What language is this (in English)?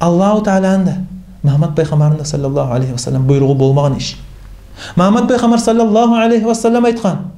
Kumyk